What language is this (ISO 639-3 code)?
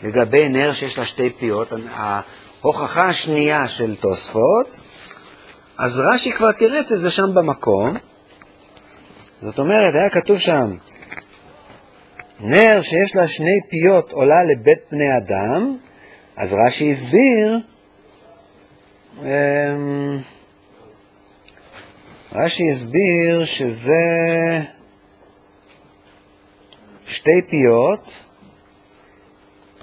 heb